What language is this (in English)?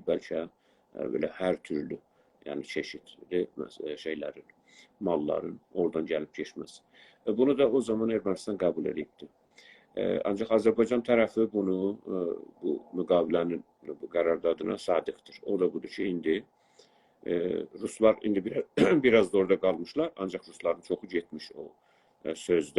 South Azerbaijani